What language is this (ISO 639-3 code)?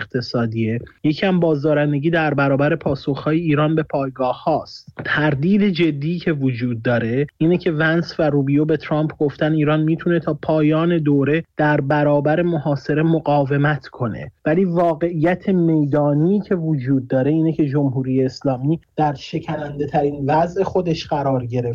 fas